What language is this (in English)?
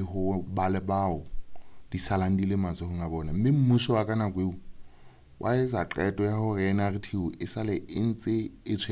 Southern Sotho